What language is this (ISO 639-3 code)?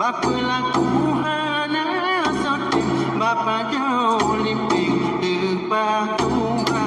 ace